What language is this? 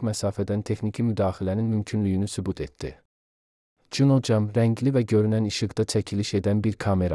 Azerbaijani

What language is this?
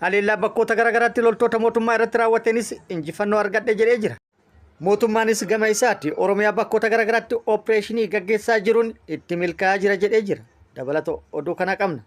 Oromo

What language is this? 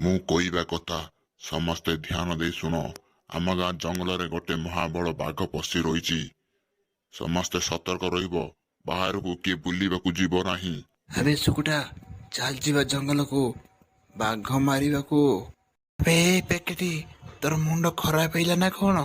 Odia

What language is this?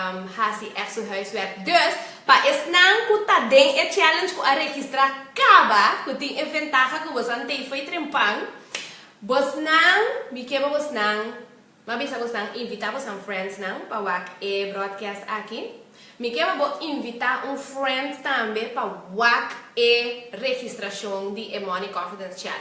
Papiamento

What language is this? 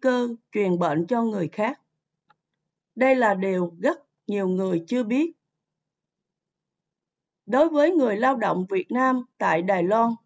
Vietnamese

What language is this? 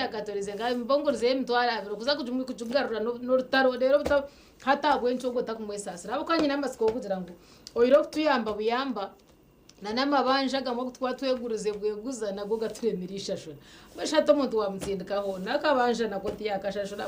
Nyankole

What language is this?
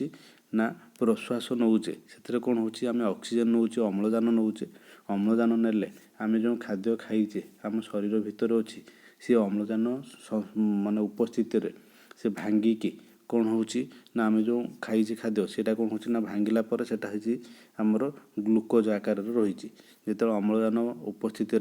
Odia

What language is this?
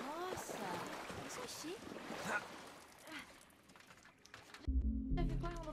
Portuguese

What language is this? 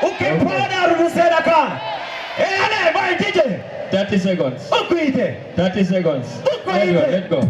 Fula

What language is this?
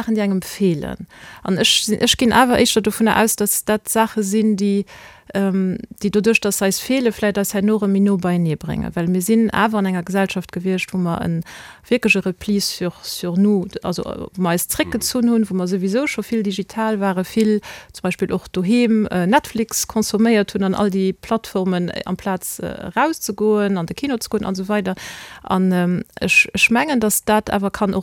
Luxembourgish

